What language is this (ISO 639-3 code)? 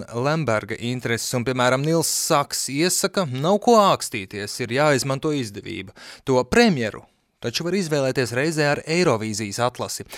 lav